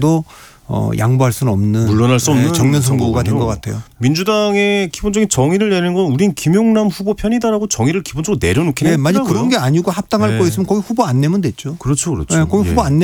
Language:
Korean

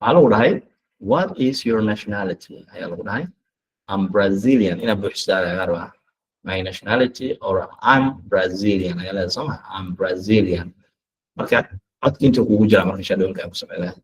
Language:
Somali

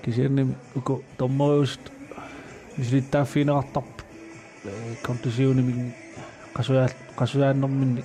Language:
Kalaallisut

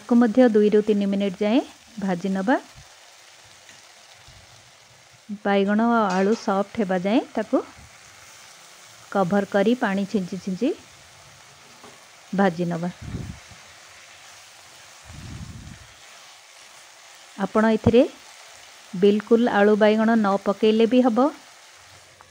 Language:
Odia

